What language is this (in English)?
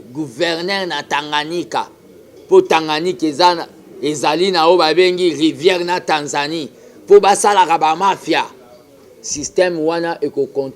Lingala